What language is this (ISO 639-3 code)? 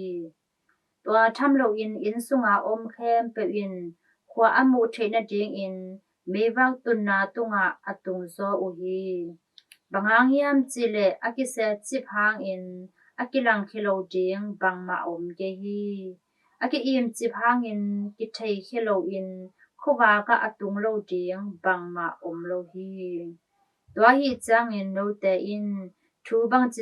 ctd